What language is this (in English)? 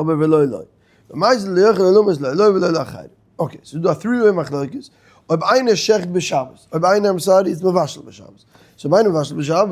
Yiddish